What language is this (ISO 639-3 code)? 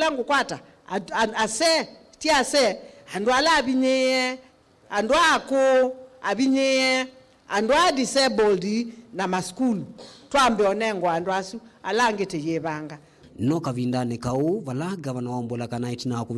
kam